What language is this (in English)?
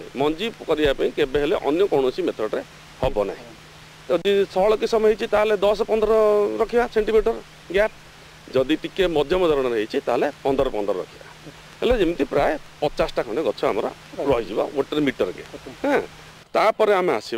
Odia